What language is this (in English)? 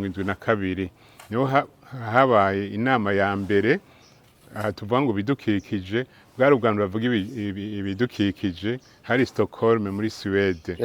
Rundi